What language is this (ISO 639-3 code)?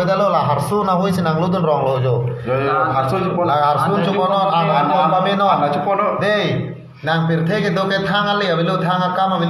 mjw